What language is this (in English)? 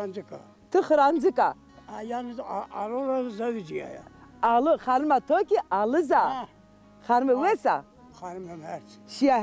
Zaza